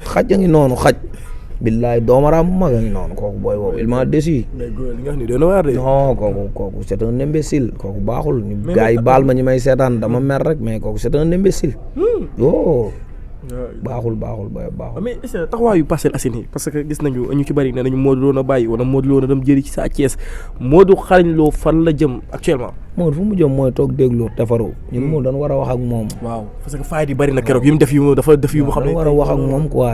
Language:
Wolof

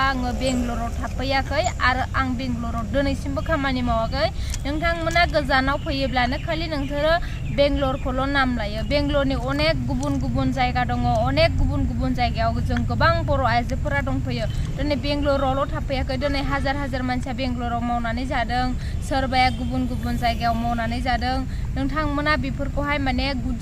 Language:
Bodo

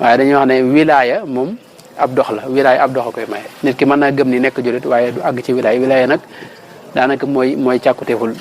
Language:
Wolof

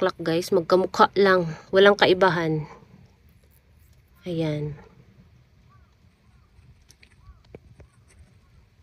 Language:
Filipino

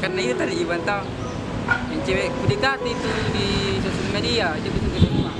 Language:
Makassar Malay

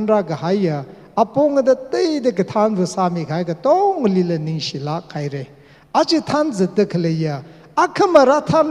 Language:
Tangkhul Naga (India)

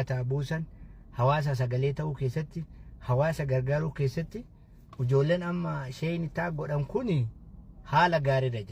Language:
Oromo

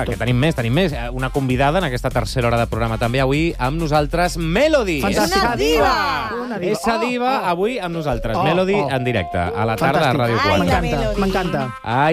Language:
Catalan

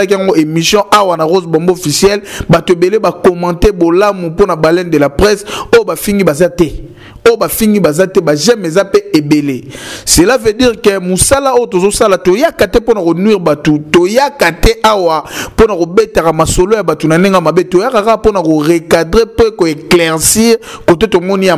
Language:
Lingala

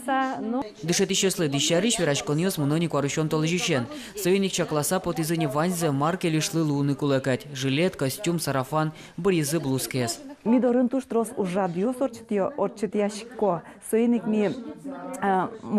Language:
Udmurt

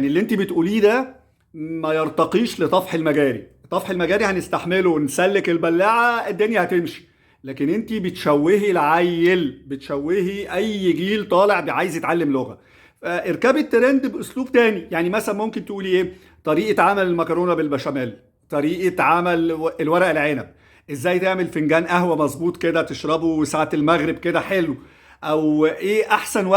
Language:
Egyptian Arabic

